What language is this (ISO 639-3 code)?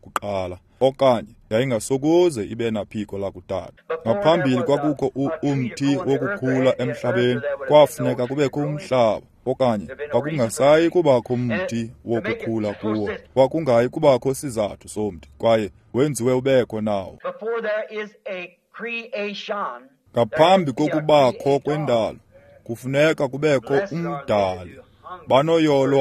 xho